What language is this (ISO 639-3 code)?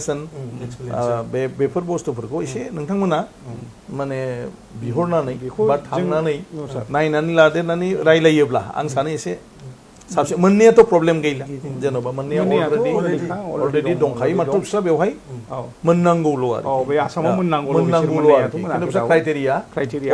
brx